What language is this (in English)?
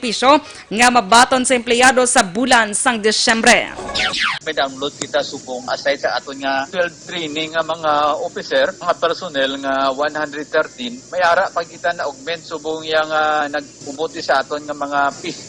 Hiligaynon